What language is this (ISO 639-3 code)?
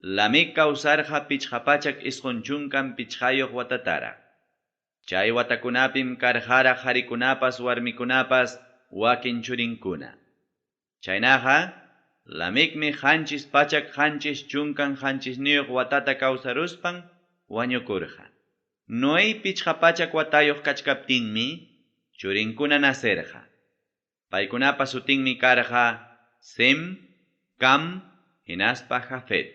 quy